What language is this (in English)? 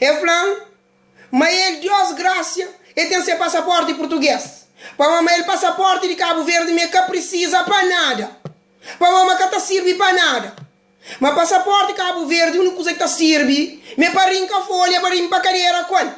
Kabuverdianu